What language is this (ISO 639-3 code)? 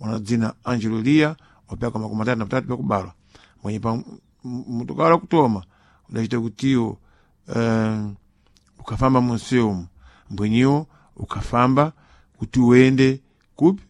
seh